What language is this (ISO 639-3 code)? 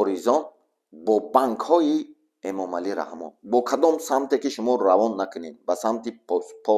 tgk